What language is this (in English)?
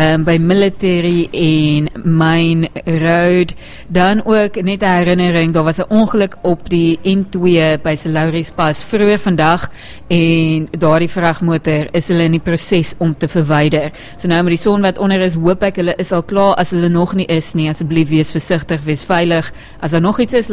Afrikaans